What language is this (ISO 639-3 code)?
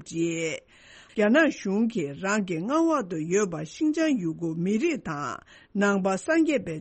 bod